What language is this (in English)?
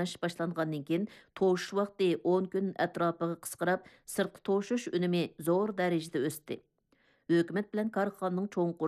Uyghur